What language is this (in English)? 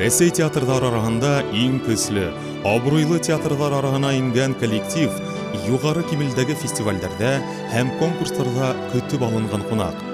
Bashkir